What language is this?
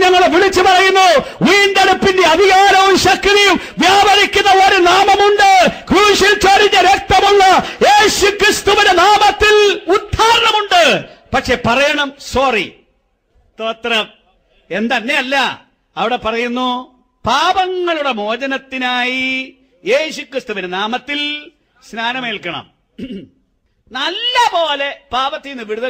Malayalam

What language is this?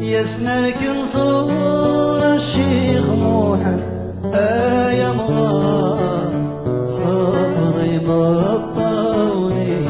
Kabyle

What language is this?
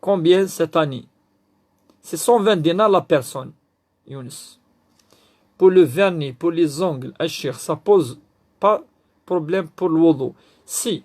Kabyle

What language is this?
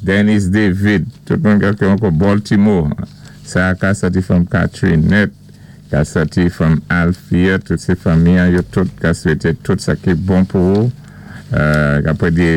Saint Lucian Creole French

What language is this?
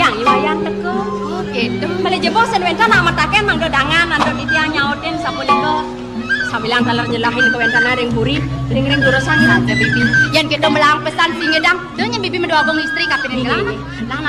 Balinese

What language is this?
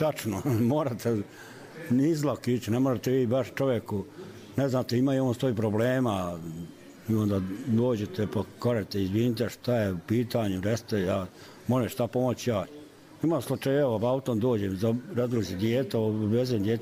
Bosnian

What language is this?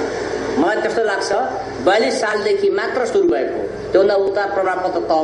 Nepali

